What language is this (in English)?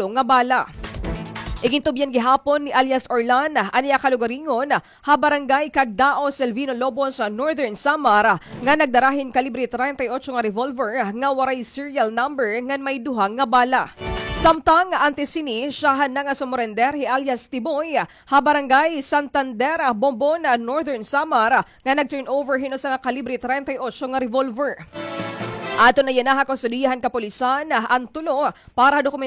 Waray